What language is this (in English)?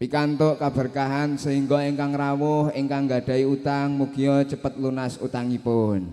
Javanese